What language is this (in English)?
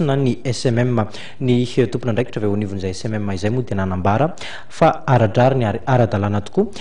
Malagasy